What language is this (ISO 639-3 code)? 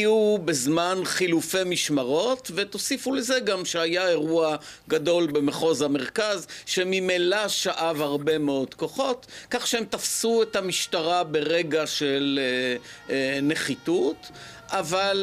heb